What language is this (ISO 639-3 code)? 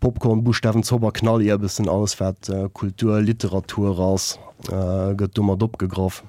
ltz